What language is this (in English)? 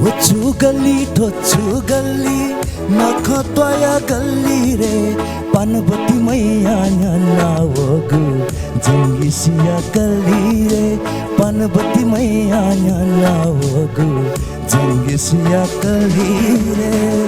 Newari